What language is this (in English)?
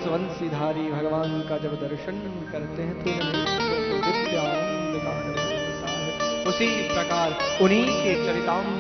Hindi